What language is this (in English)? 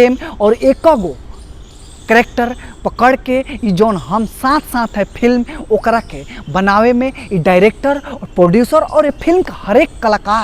Bhojpuri